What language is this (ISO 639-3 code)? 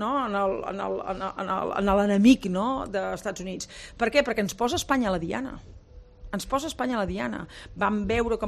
cat